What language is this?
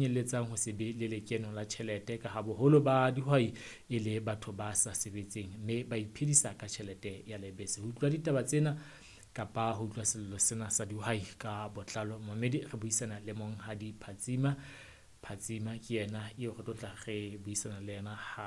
Southern Sotho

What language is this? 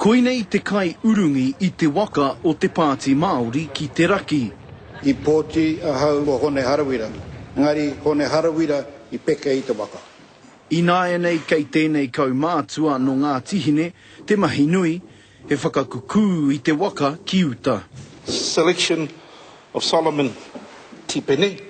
Māori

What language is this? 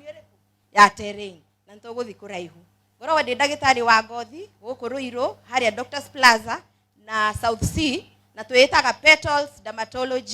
Kikuyu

